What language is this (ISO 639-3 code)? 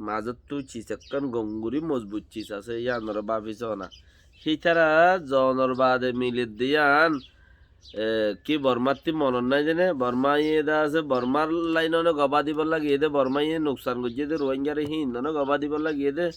rhg